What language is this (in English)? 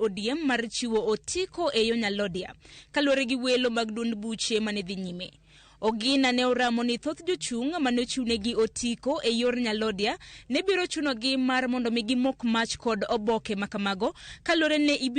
Luo (Kenya and Tanzania)